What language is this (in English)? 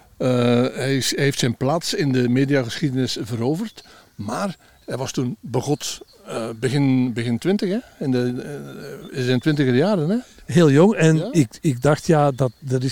Dutch